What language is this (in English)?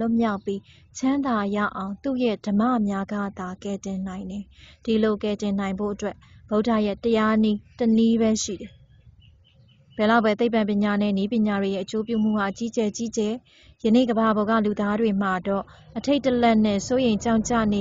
Burmese